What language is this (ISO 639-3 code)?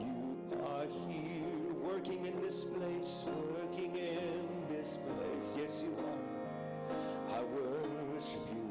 ewe